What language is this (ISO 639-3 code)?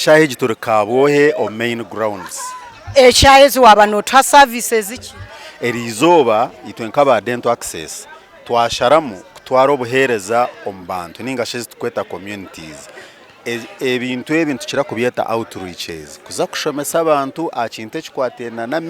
nyn